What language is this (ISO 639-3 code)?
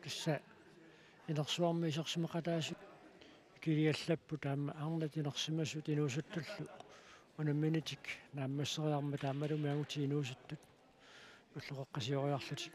kal